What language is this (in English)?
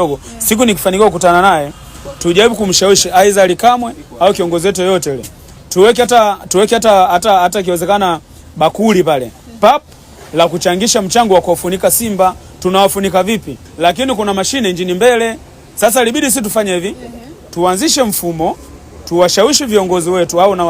Swahili